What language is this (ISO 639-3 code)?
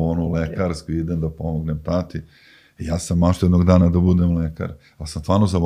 srp